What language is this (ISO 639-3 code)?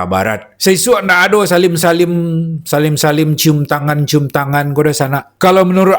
min